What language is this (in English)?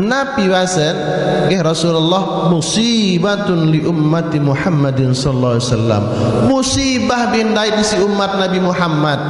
Sasak